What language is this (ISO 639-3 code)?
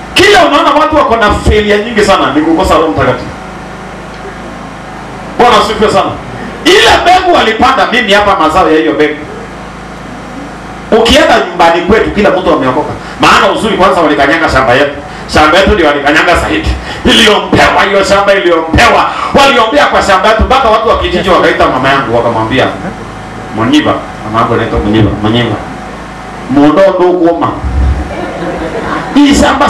swa